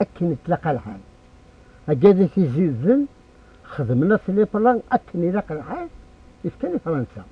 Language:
Kabyle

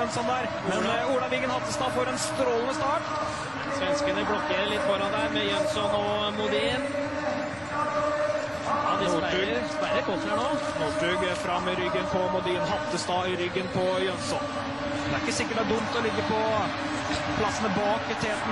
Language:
Norwegian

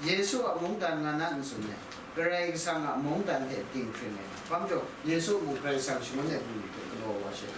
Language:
Kachin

